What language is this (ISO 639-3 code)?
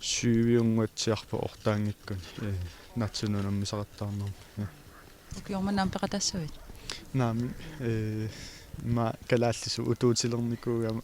kal